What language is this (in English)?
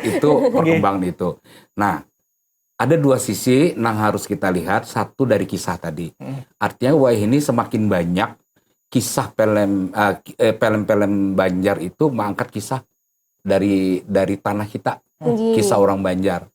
Banjar